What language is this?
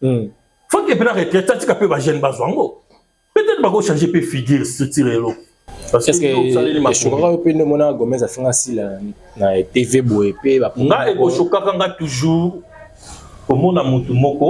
Lingala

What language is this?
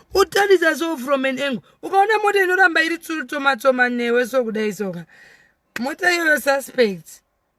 Shona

